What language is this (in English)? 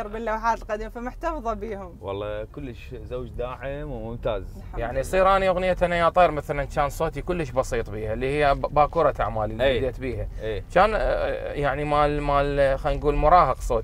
Mesopotamian Arabic